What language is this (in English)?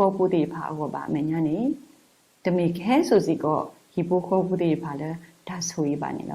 S'gaw Karen